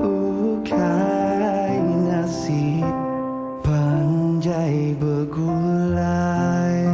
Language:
Iban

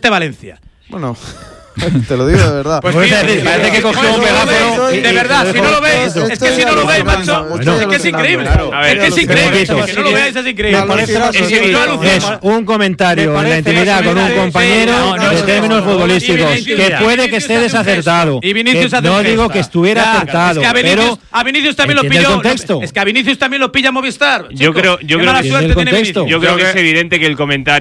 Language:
Spanish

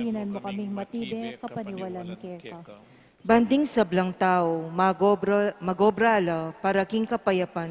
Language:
Pampanga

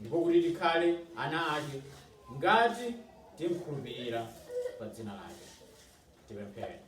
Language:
Nyanja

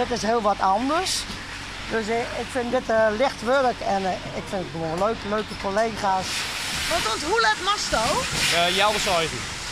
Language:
Western Frisian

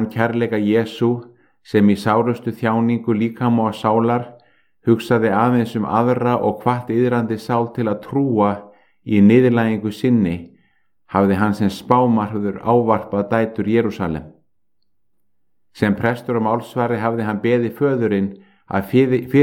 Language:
Icelandic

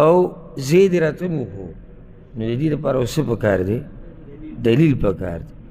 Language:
Pashto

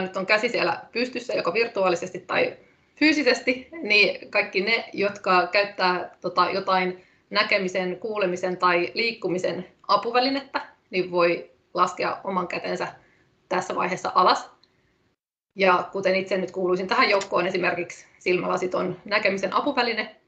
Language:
Finnish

